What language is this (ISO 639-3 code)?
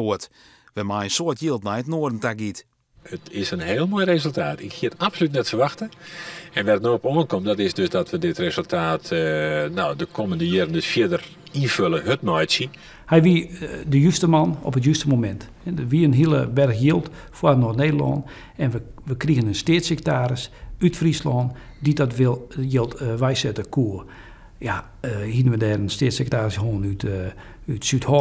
fry